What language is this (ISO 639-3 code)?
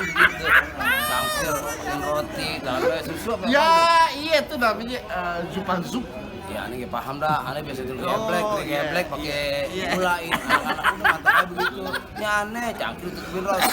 bew